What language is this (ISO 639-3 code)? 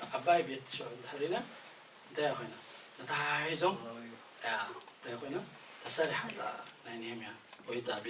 tir